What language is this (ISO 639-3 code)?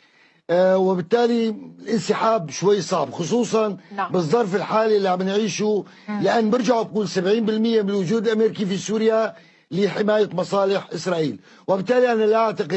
apc